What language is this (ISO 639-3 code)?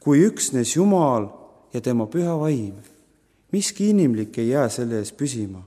est